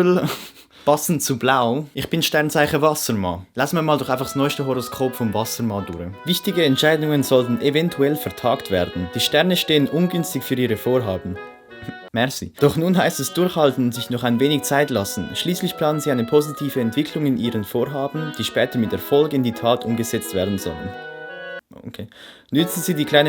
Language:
Swiss German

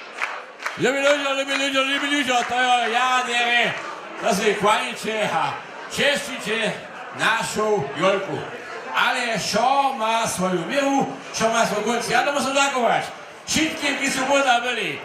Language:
Upper Sorbian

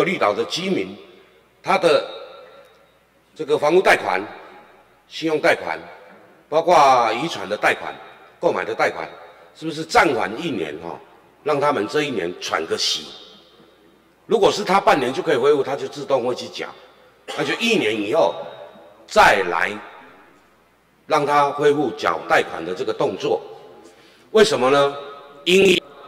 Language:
Chinese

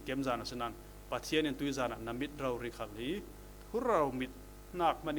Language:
Falam Chin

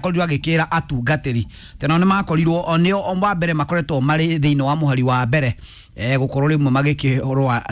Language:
Kikuyu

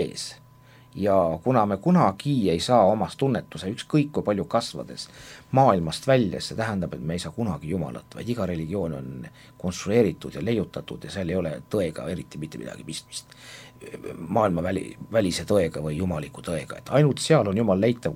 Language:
Estonian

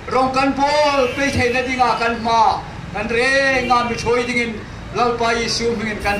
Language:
Hmar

